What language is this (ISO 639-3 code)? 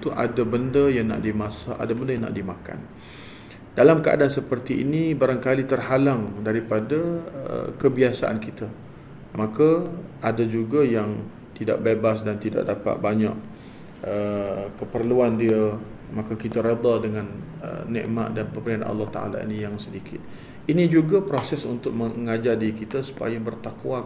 msa